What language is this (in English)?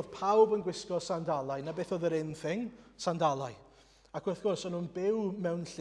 Welsh